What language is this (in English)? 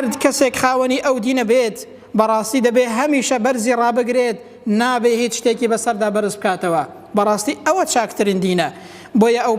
Central Kurdish